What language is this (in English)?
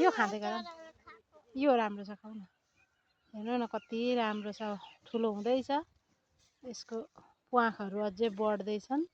Nepali